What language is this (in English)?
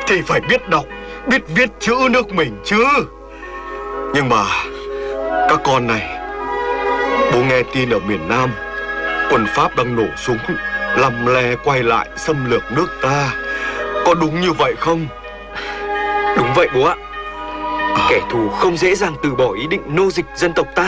Vietnamese